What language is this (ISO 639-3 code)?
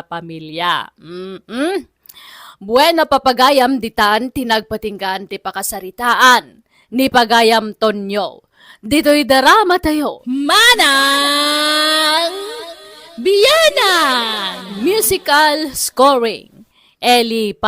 ilo